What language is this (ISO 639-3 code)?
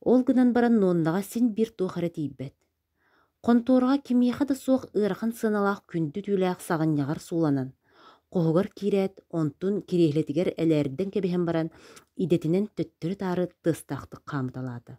sah